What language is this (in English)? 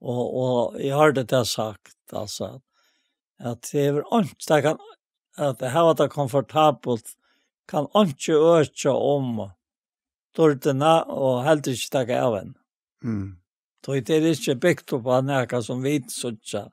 Faroese